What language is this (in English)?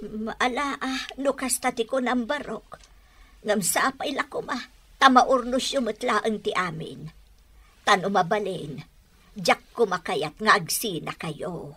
Iloko